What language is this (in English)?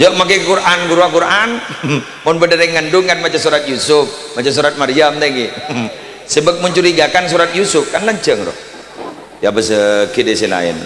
Madurese